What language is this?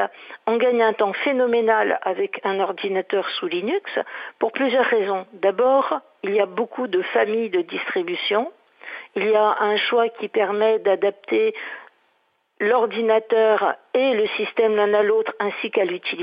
French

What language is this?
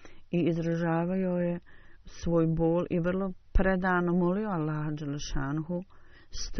Bosnian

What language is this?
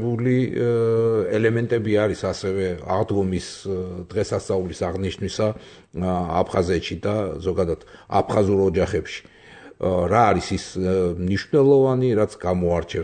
Georgian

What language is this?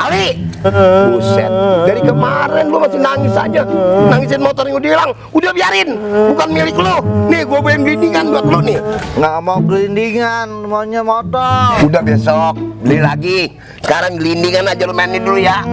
Betawi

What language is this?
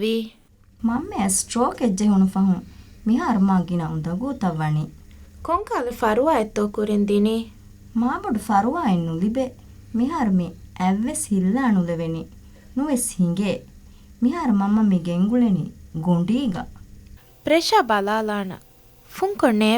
Divehi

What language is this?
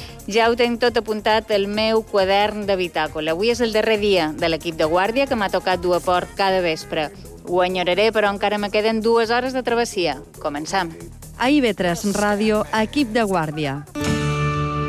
Catalan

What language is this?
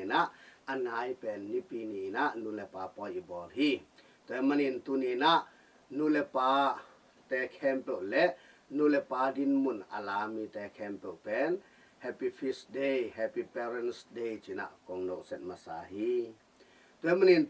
Tedim Chin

